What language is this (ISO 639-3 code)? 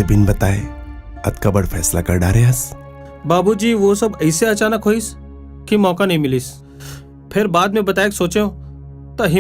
hne